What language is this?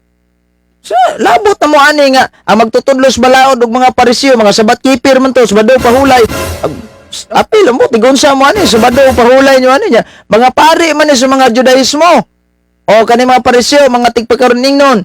Cebuano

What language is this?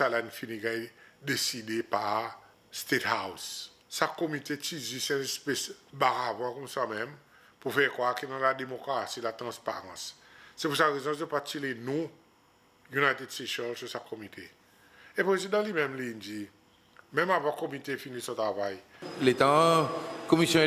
Seselwa Creole French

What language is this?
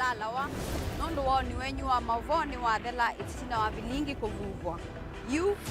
Kamba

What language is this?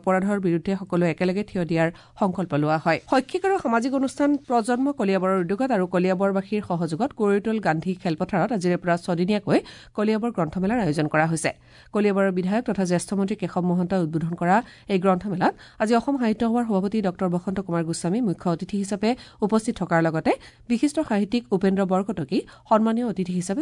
Assamese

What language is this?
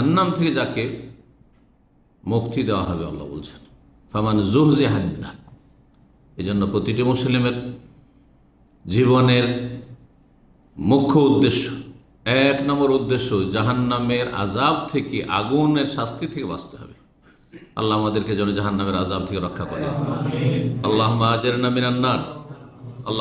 Bangla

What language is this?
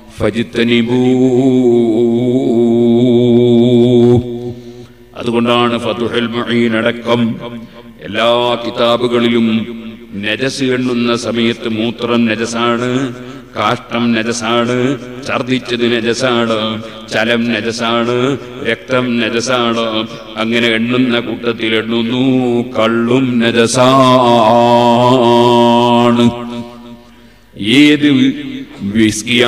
Malayalam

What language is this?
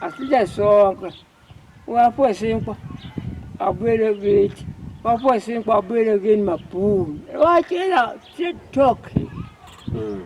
Zulu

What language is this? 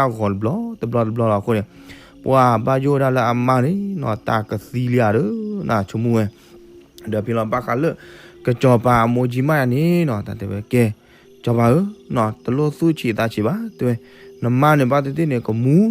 S'gaw Karen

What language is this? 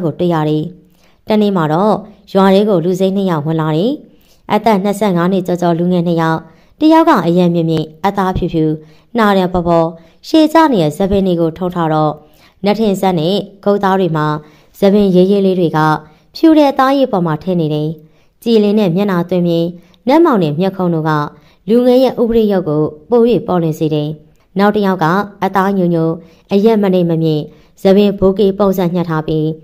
Burmese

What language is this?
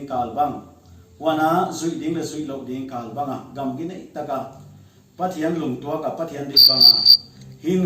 Paite Chin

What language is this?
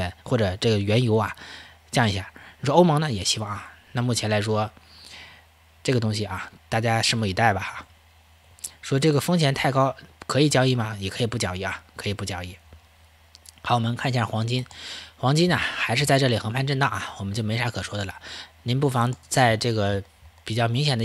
Chinese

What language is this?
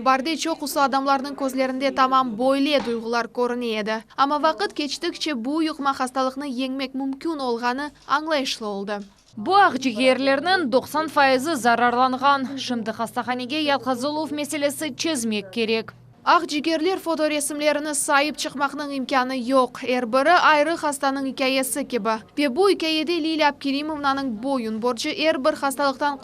Crimean Tatar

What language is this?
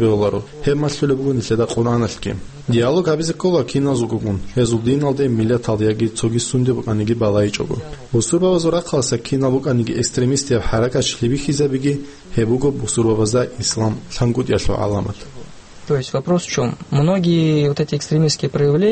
Avaric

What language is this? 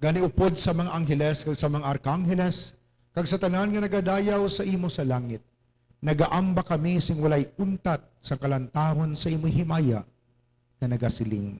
Hiligaynon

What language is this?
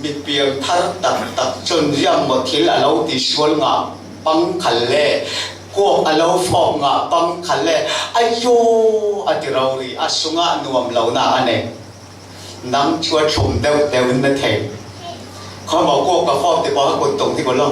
Falam Chin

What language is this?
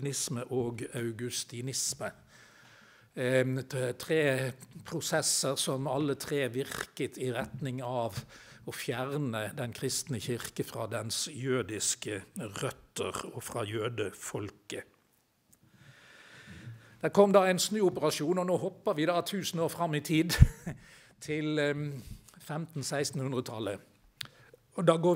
Norwegian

